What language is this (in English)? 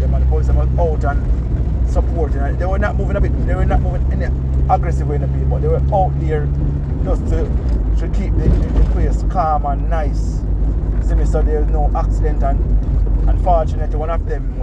Jamaican Creole English